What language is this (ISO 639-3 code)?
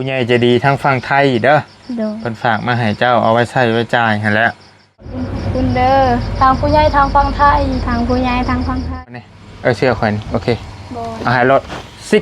tts